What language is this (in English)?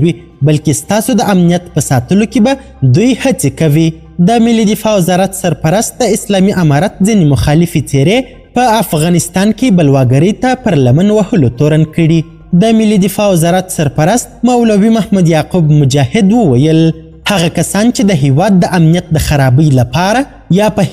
Pashto